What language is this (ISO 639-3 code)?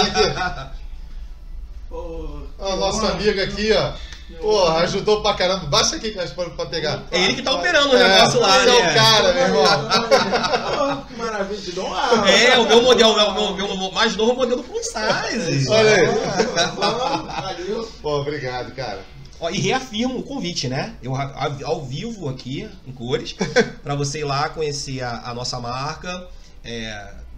por